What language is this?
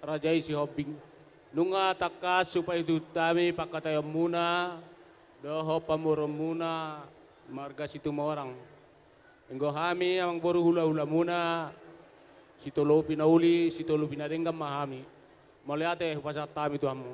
Batak Toba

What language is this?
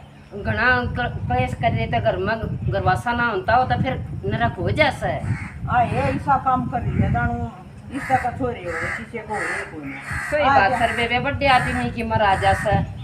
Haryanvi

